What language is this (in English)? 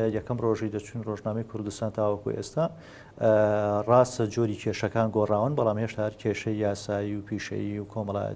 Central Kurdish